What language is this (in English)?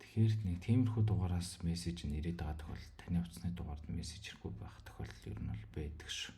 Mongolian